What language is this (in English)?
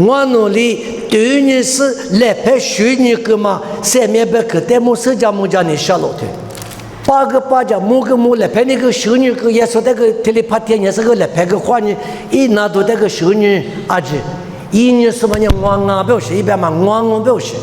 Lisu